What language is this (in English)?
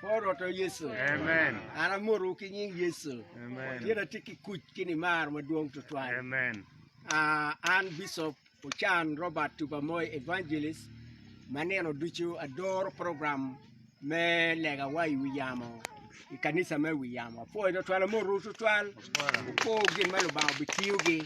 Acoli